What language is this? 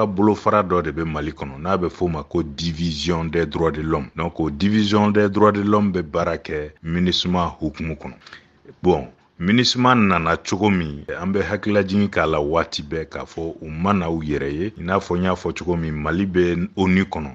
Bambara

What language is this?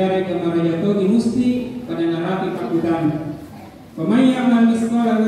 Buginese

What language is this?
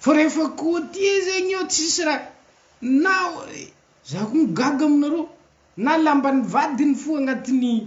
Malagasy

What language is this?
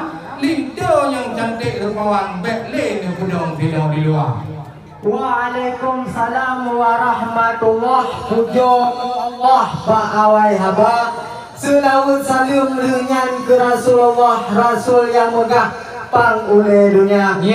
Achinese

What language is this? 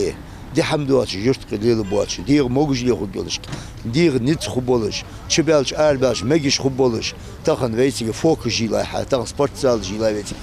Ingush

